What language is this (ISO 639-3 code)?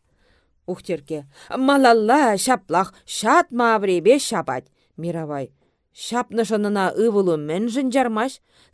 chv